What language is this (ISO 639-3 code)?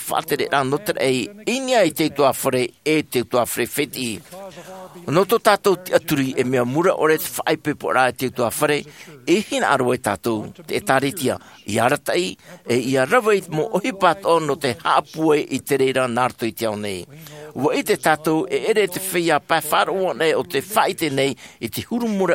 tah